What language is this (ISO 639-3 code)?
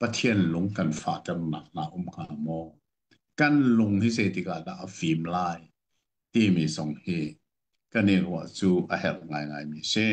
cnh